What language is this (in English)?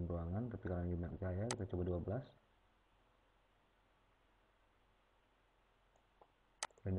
Indonesian